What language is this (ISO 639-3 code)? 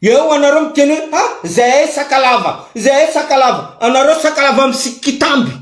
mlg